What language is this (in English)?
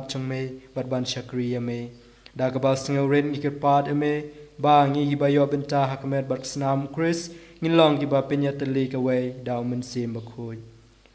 Khasi